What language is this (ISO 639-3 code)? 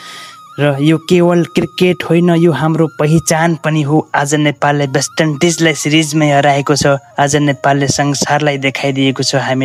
nep